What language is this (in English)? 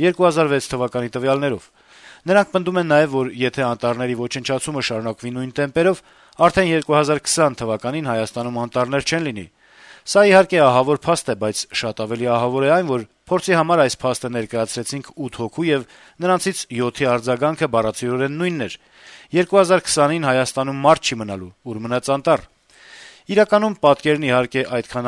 Armenian